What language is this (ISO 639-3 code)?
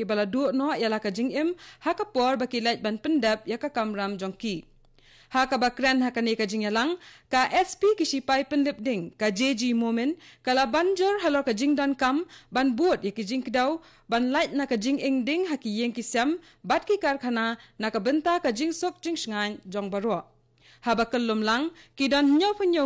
kha